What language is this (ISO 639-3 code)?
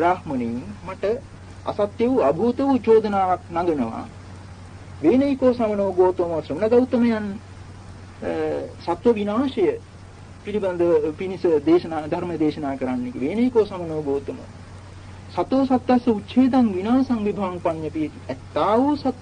sin